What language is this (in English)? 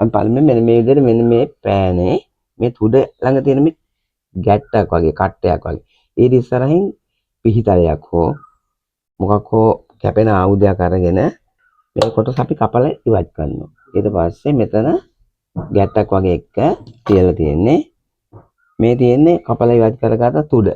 Sinhala